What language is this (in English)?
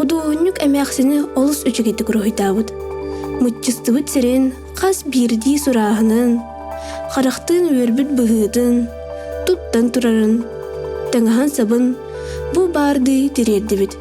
Yakut